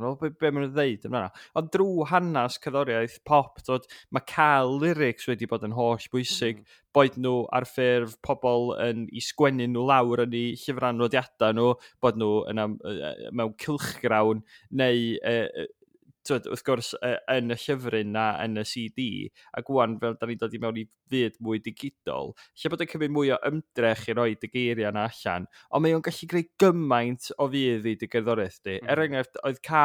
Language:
Welsh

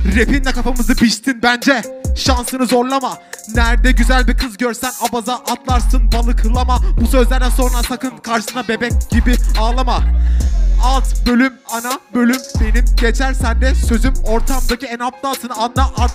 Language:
Turkish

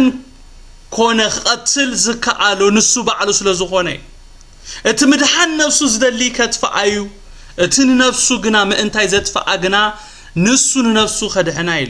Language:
Tigrinya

